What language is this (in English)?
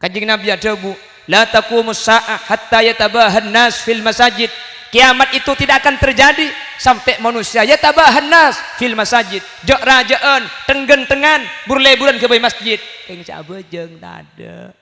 Madurese